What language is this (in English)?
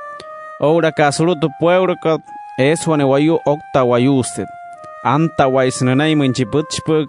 Wayuu